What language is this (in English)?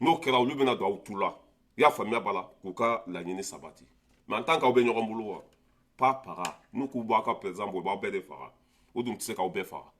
Bambara